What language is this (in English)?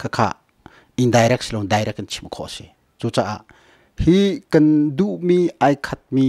Hakha Chin